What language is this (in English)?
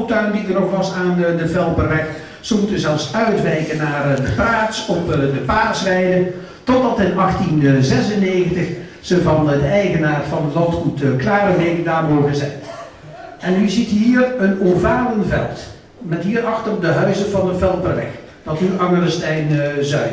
Dutch